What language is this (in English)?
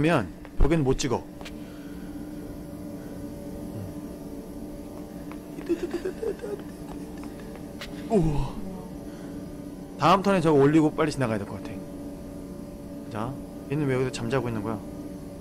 Korean